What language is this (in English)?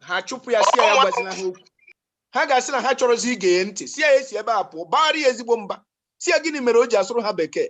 Igbo